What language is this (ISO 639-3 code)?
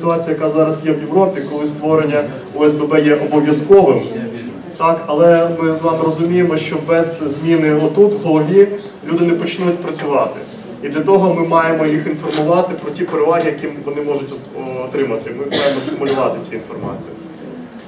ukr